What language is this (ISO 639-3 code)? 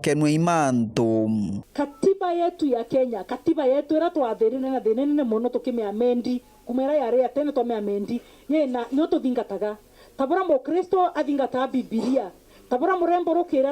mer